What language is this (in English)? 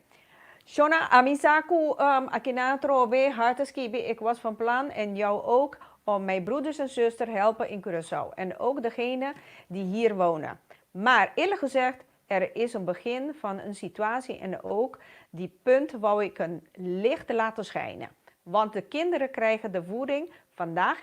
Papiamento